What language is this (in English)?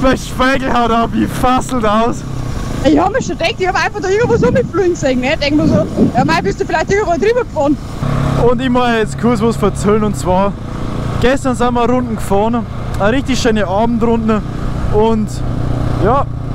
Bavarian